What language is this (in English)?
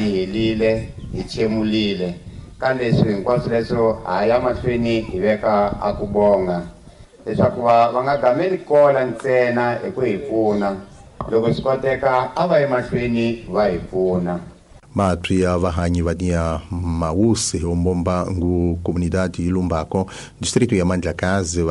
Tsonga